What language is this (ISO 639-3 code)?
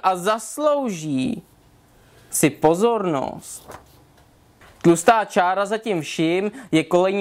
ces